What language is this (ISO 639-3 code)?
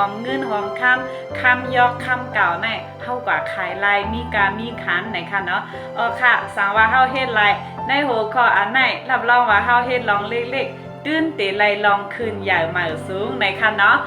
shn